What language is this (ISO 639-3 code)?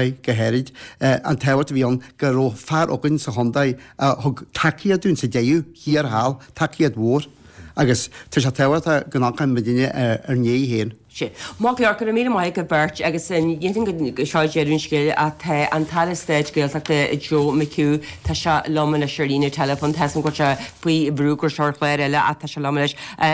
gle